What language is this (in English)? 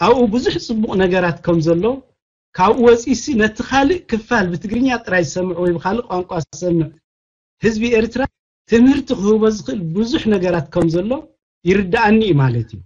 Tigrinya